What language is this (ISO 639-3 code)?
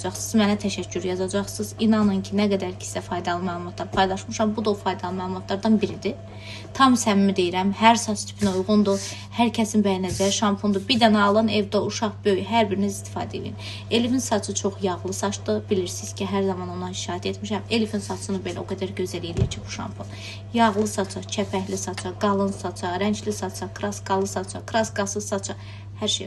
aze